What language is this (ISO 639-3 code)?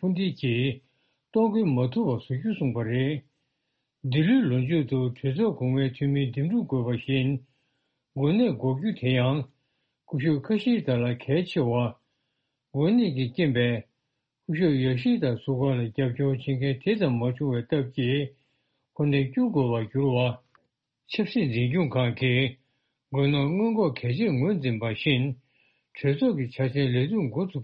bod